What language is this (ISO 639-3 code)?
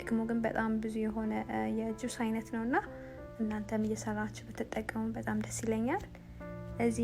amh